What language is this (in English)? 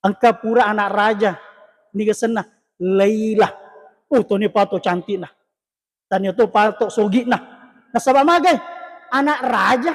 Buginese